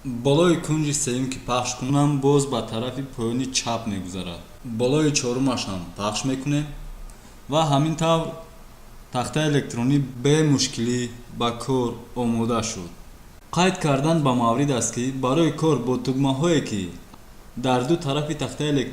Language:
Tajik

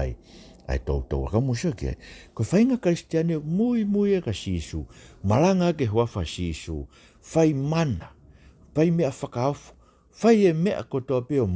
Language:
Tongan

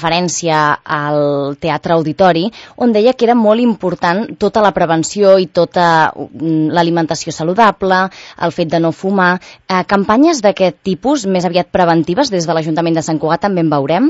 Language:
Catalan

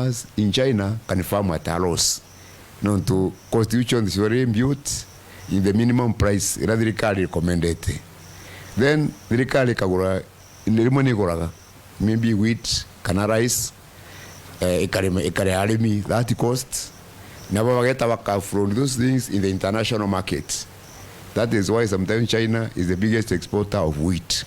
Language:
Meru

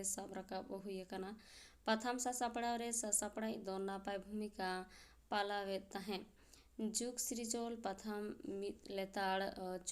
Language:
Santali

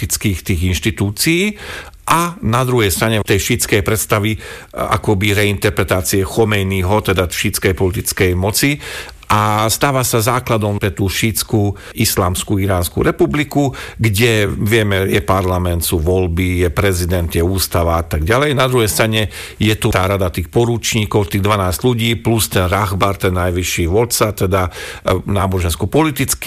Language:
Slovak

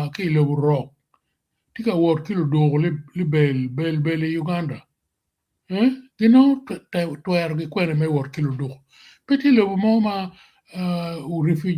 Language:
Acoli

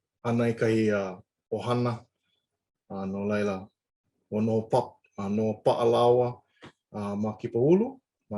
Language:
Hawaiian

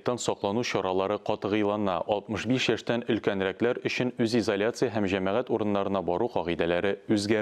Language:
Tatar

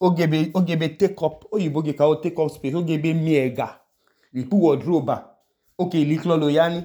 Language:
Idoma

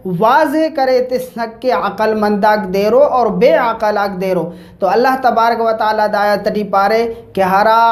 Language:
Brahui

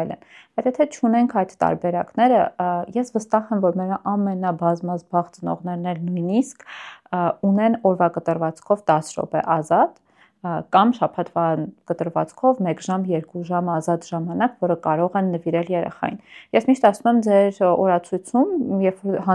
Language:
Armenian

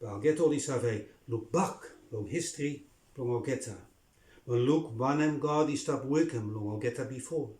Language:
Bislama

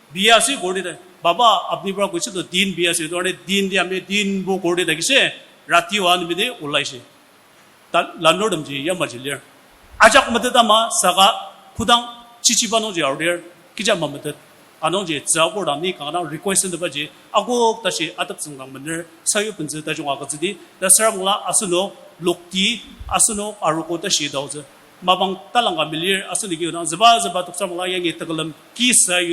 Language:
Ao Naga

